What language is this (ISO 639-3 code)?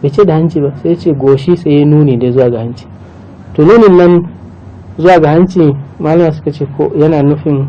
hau